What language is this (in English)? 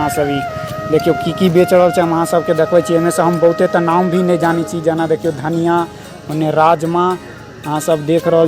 Maithili